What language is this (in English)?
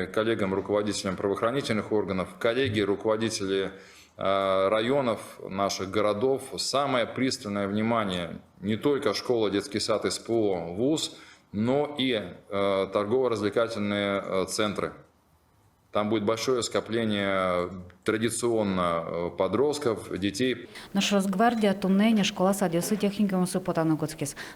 Udmurt